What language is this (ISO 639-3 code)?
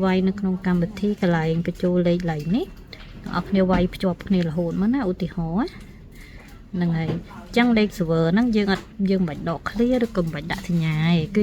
khm